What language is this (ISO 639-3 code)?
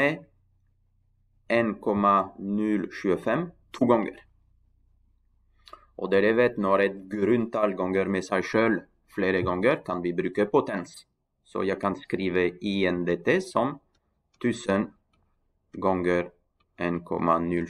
nor